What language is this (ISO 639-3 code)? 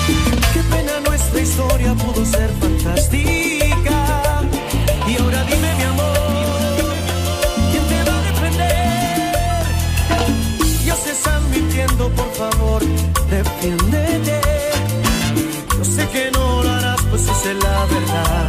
spa